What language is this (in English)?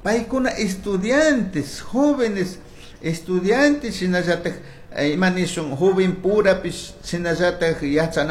Chimborazo Highland Quichua